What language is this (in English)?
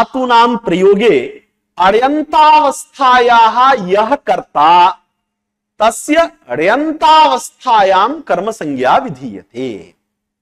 Sanskrit